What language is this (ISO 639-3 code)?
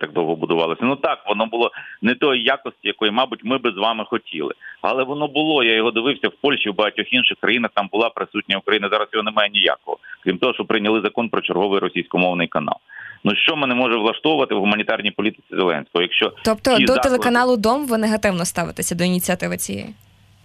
ukr